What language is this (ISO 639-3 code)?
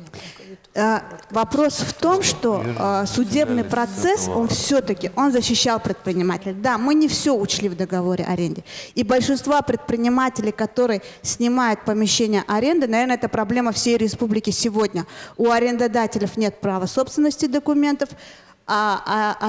rus